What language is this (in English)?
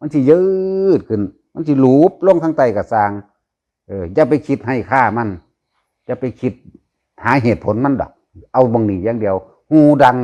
Northeastern Thai